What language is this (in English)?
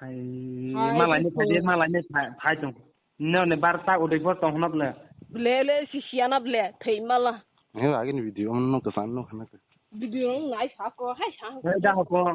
Kok Borok